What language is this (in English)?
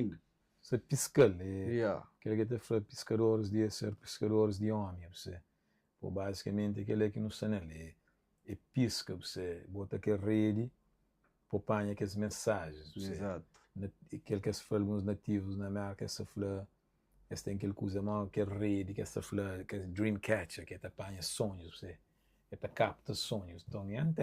Kabuverdianu